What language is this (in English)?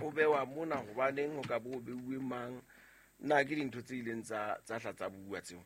Southern Sotho